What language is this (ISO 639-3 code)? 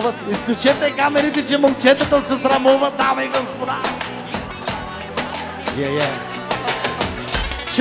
bul